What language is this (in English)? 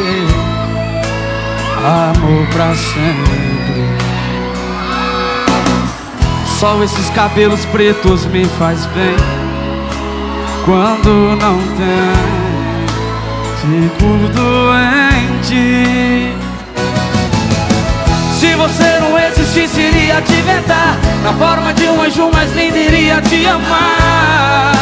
Portuguese